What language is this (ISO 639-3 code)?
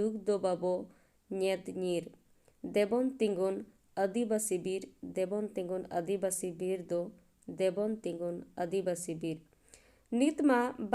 sat